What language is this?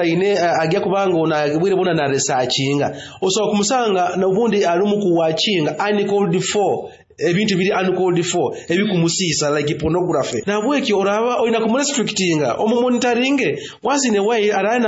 Nyoro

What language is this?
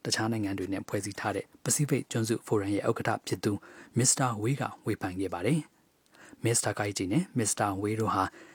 Burmese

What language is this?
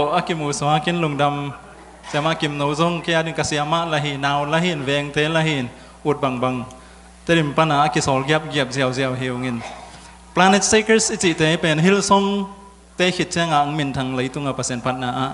Tedim Chin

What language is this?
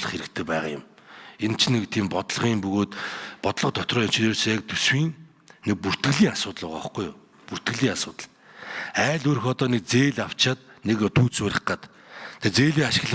Mongolian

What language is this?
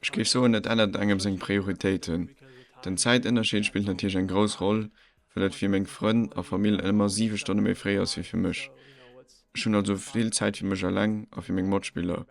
Luxembourgish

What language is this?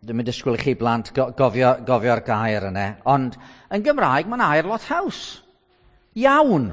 Welsh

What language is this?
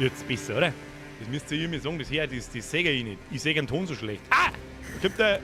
Bavarian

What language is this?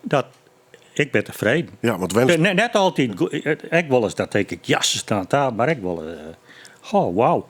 Western Frisian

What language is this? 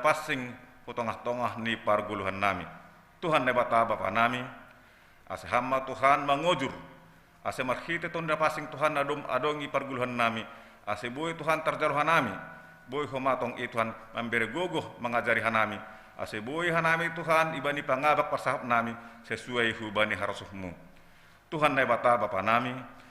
Batak Simalungun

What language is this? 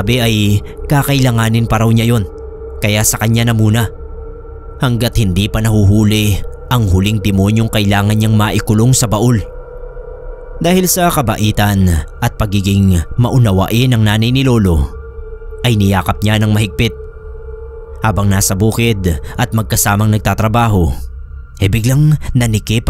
Filipino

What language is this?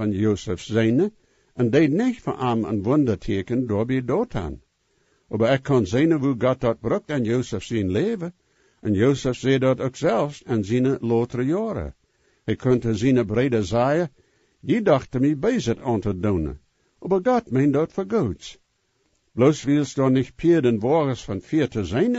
Plautdietsch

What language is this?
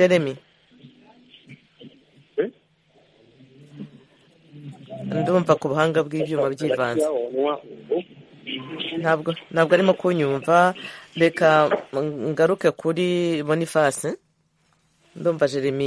Kinyarwanda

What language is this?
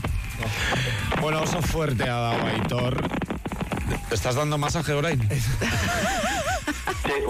Basque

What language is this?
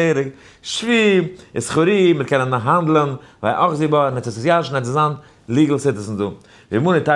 Yiddish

